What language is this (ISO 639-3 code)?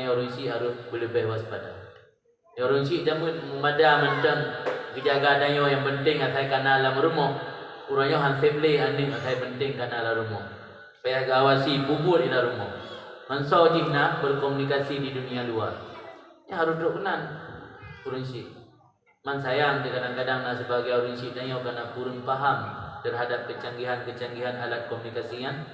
ace